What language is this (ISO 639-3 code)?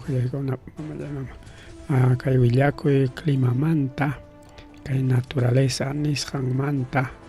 quy